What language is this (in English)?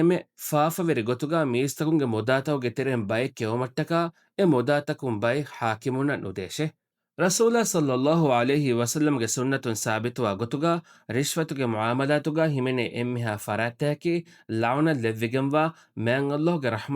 Divehi